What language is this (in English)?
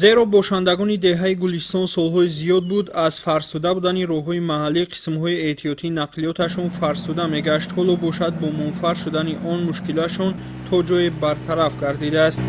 Tajik